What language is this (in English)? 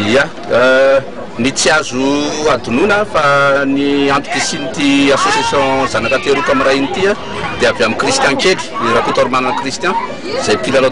Malagasy